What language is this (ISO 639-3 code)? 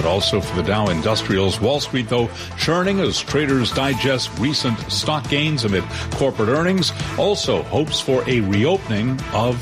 eng